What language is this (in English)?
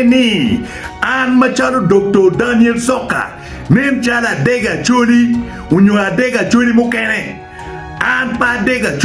Acoli